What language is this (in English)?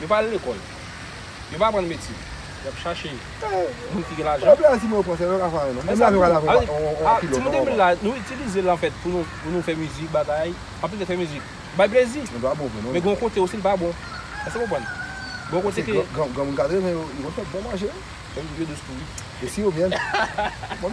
Haitian Creole